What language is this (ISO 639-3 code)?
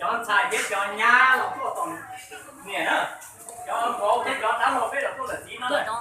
hmn